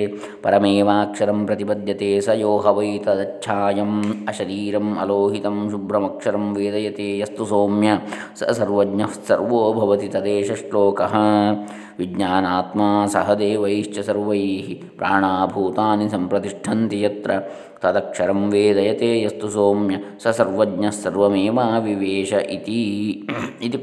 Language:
Sanskrit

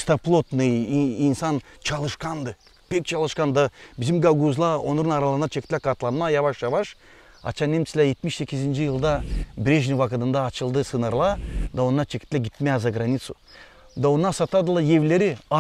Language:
Gagauz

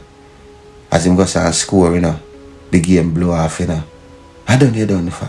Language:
Jamaican Creole English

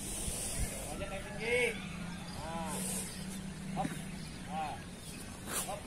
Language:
Indonesian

